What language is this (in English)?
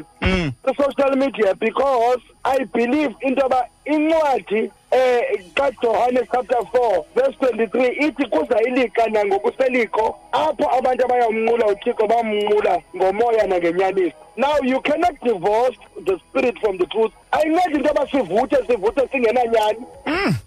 Xhosa